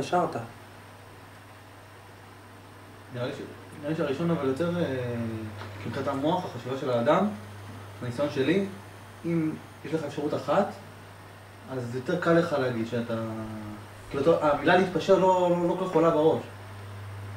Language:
Hebrew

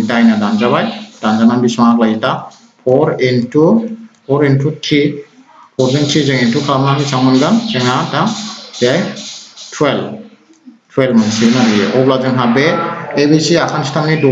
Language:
Bodo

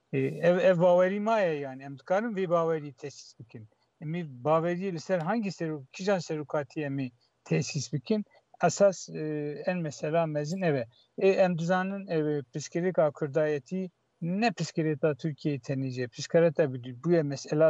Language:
Kurdish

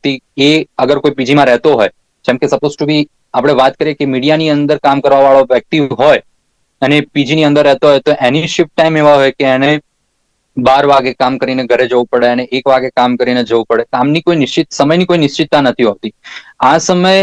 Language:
Gujarati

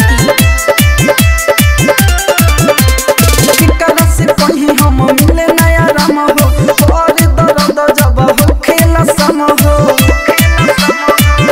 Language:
Bhojpuri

